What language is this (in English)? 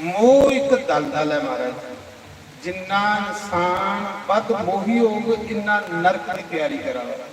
Dogri